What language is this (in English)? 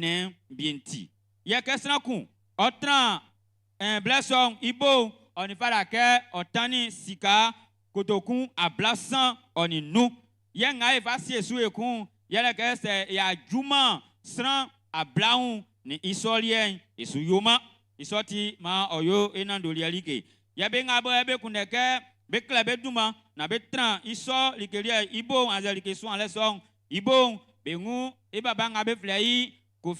Baoulé